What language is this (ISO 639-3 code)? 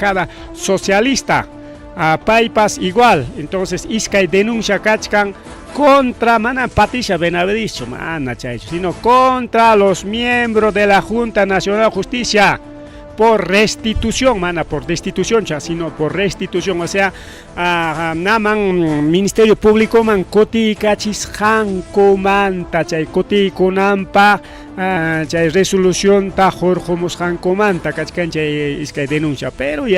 quy